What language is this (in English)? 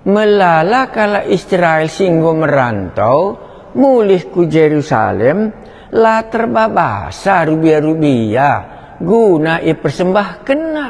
Batak Karo